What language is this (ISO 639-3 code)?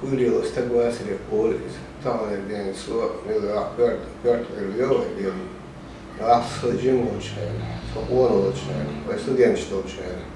che